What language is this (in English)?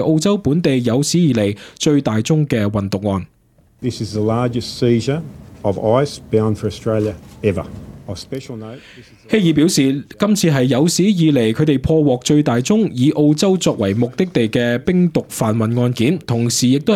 Cantonese